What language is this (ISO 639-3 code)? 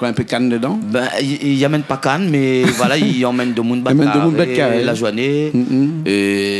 rcf